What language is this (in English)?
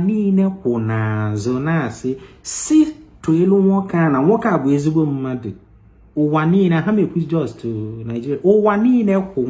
Igbo